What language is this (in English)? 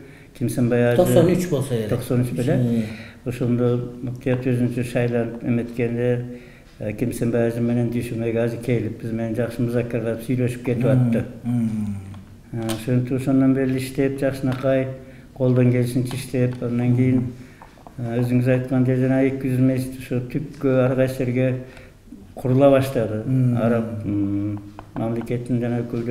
Kyrgyz